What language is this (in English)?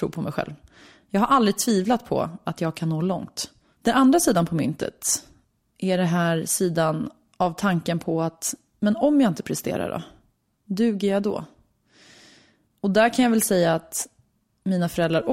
Swedish